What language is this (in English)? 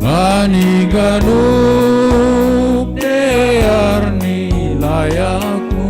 Batak Simalungun